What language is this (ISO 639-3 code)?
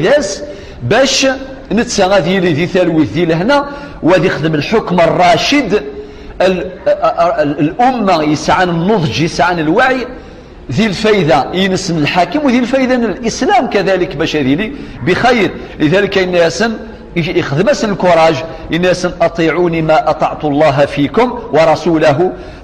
kab